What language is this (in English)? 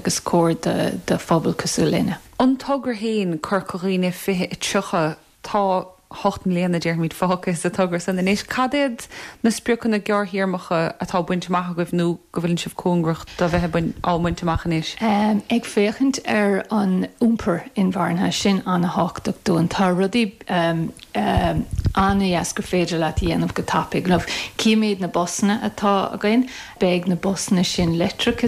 Irish